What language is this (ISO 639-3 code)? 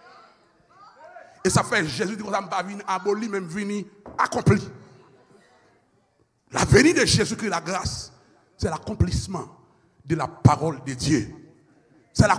fra